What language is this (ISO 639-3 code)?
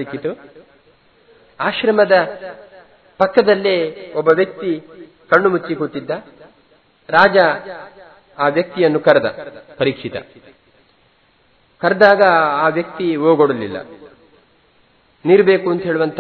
kan